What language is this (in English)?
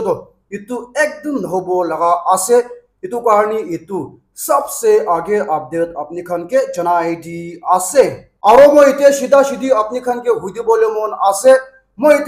Naga Pidgin